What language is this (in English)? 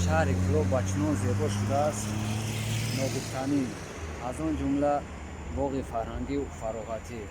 Tajik